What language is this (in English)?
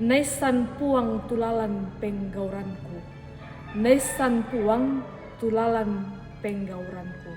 Toraja-Sa'dan